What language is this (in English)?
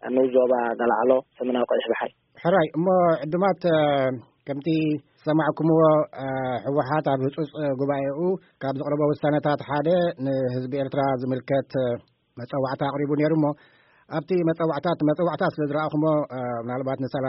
Tigrinya